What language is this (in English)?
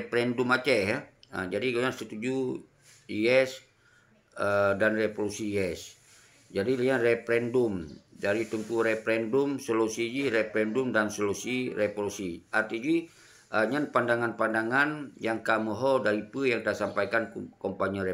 Achinese